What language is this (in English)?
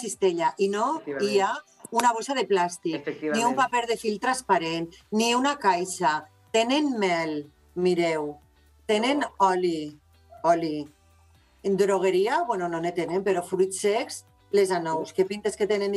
Catalan